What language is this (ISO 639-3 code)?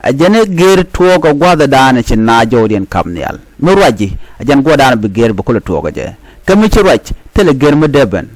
nus